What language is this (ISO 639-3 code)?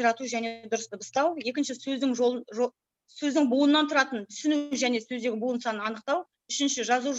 kaz